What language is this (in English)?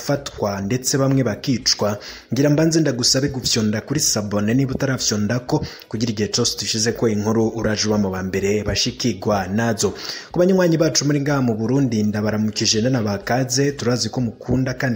Rundi